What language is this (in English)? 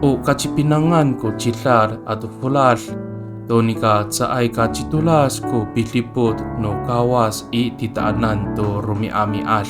Amis